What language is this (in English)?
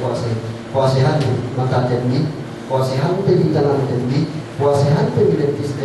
Yakan